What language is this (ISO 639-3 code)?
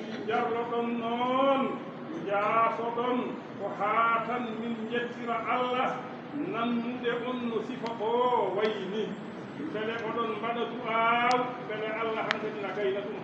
ful